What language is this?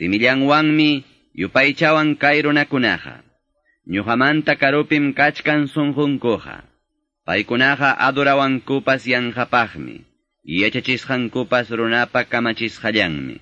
Quechua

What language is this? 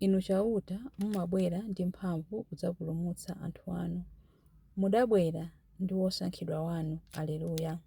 Nyanja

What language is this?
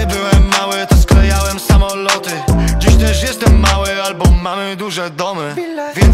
Polish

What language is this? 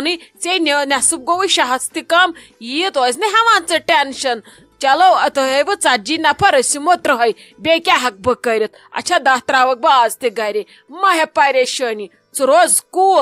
Kashmiri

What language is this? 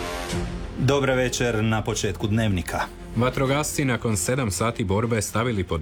Croatian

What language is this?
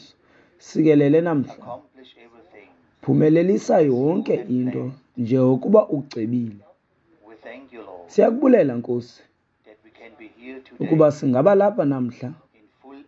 Xhosa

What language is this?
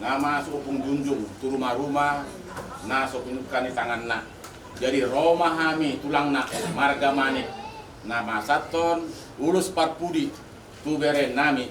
Batak Toba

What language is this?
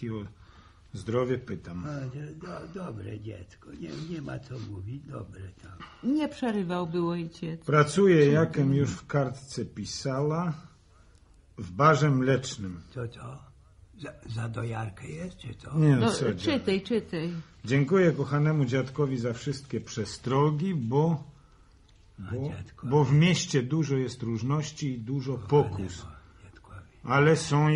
Polish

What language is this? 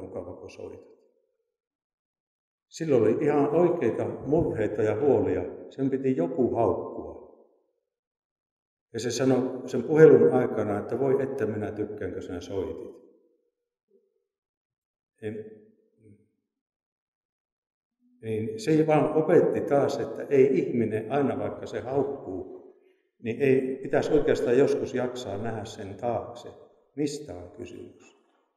Finnish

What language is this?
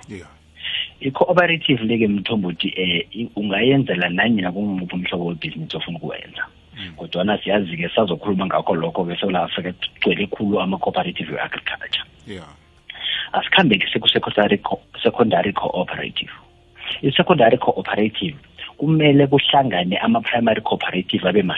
South Ndebele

